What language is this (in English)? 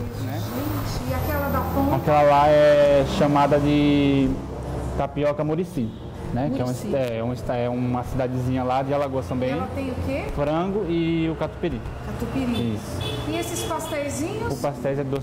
Portuguese